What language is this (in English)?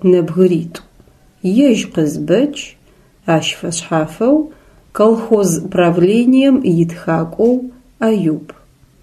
Adyghe